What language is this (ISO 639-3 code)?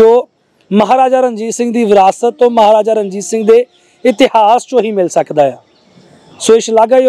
pan